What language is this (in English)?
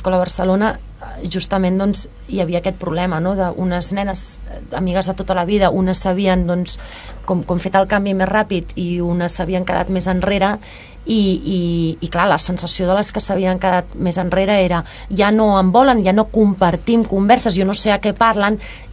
Catalan